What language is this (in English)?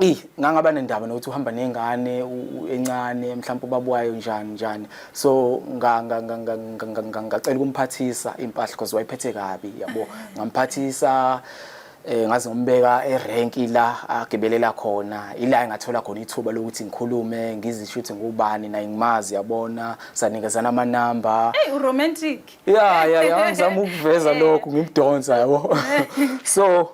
Zulu